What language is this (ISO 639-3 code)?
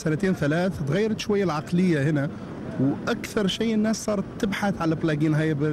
afb